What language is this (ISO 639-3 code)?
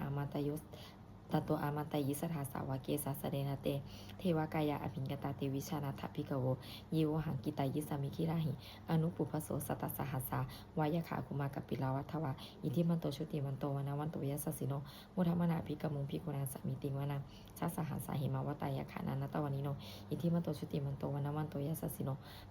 pli